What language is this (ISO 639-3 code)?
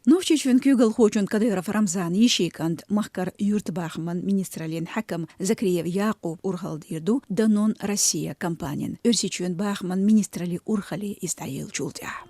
che